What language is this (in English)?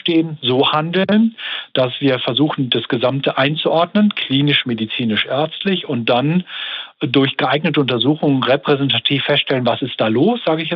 German